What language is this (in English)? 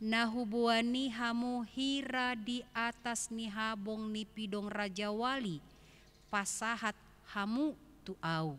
Batak Toba